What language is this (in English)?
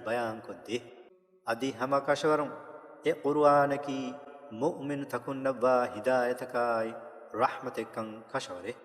Divehi